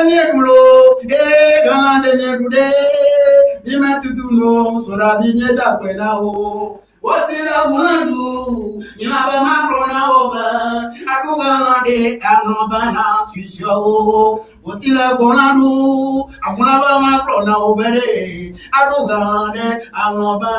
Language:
Ewe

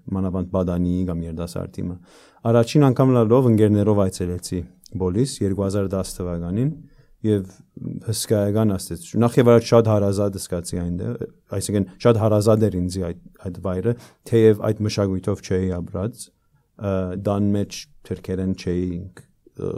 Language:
Armenian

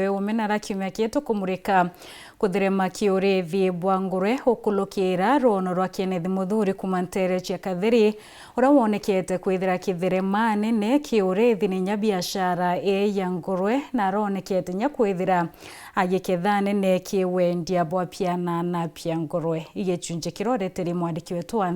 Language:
Meru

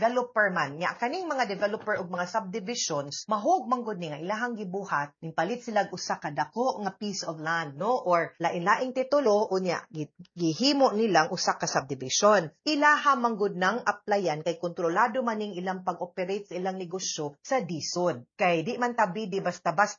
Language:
Cebuano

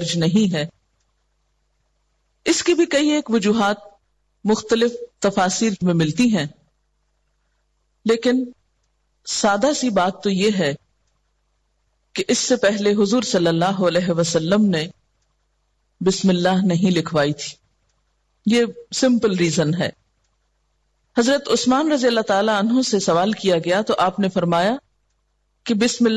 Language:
Urdu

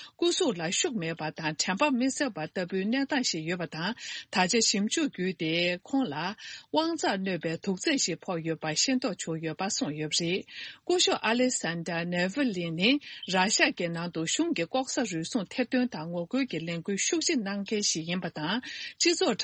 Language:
Tibetan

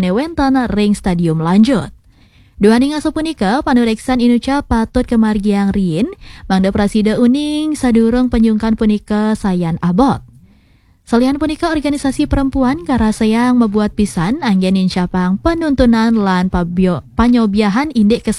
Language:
Balinese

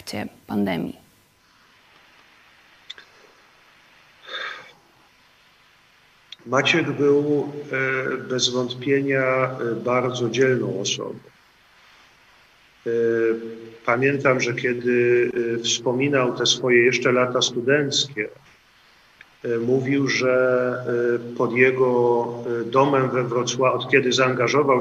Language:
Polish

